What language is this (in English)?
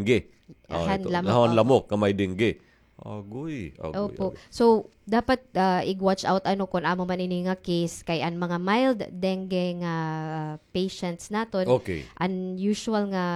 Waray